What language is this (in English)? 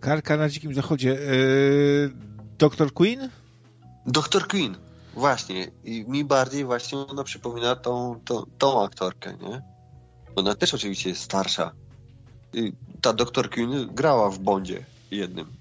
Polish